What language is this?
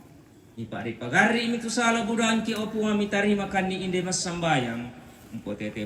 Toraja-Sa'dan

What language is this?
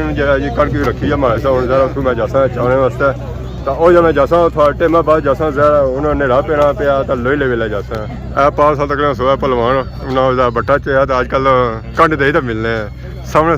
Pahari-Potwari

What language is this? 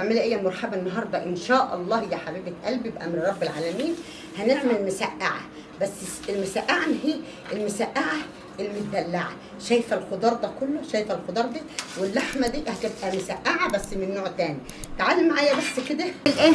Egyptian Arabic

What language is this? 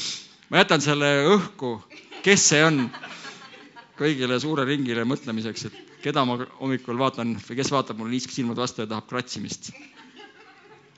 Estonian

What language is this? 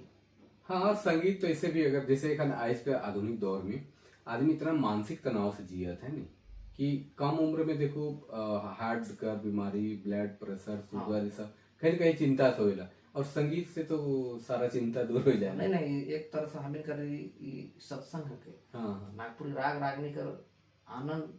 Sadri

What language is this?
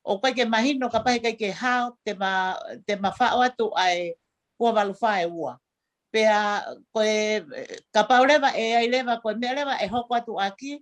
Tongan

